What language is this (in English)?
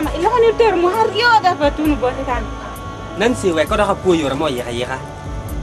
Lango (Uganda)